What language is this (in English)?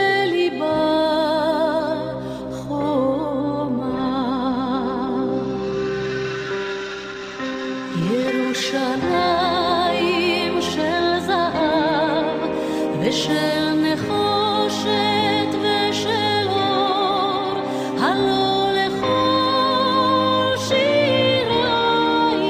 Hebrew